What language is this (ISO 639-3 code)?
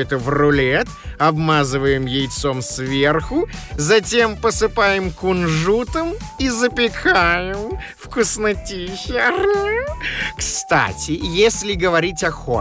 rus